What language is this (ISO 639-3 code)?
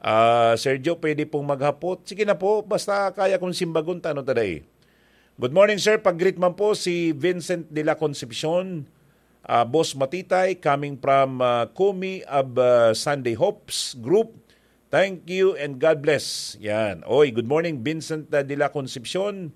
bik